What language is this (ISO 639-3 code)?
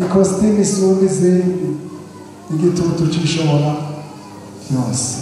run